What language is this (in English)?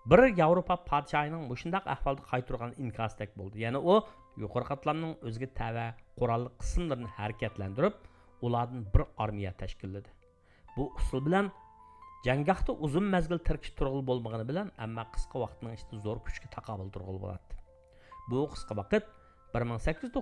Uyghur